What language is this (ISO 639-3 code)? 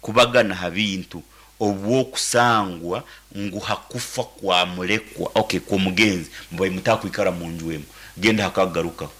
nyn